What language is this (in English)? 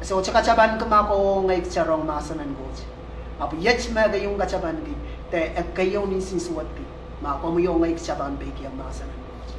Pohnpeian